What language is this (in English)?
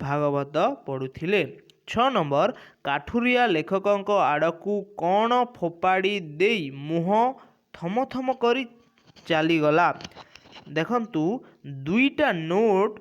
Odia